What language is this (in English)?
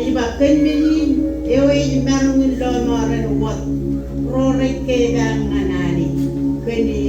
Marshallese